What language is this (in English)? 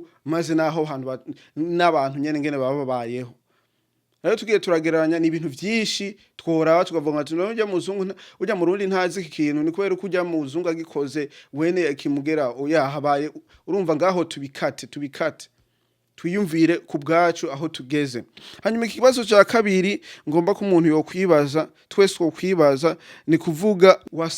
Rundi